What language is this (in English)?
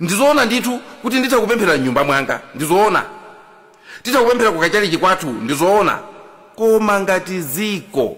Nyanja